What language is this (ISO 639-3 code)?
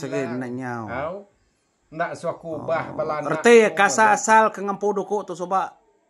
iba